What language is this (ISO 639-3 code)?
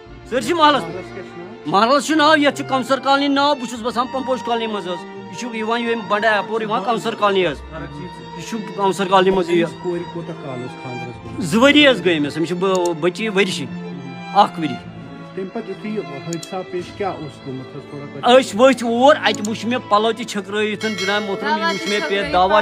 kas